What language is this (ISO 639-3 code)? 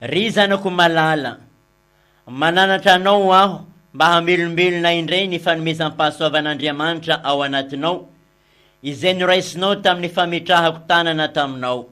mlg